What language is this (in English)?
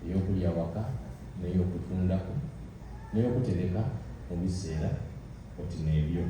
Soga